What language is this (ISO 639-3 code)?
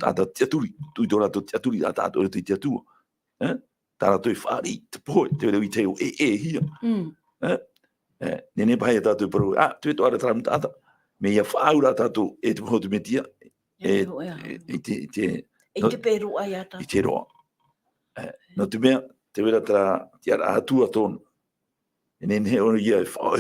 tah